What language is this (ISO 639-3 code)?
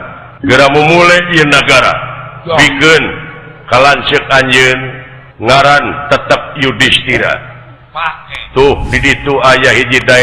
sun